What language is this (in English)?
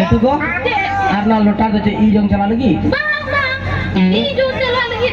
Santali